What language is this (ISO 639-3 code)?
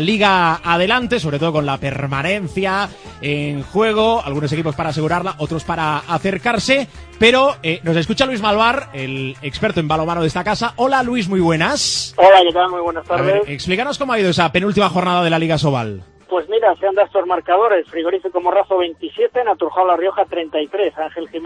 spa